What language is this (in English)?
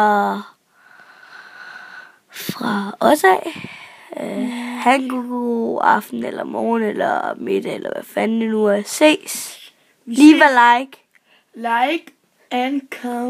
Danish